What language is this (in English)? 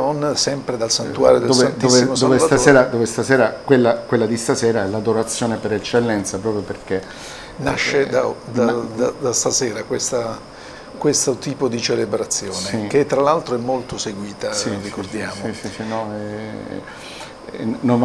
Italian